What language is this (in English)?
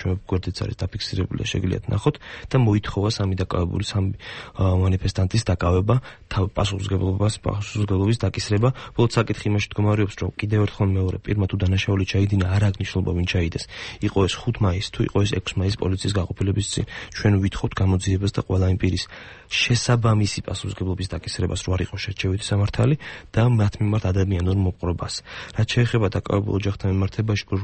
Georgian